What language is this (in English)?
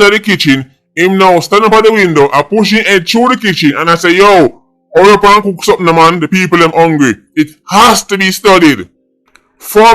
Jamaican Creole English